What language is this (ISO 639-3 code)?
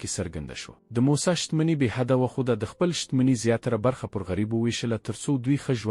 pus